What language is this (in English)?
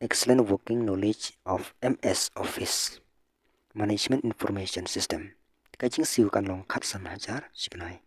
Khasi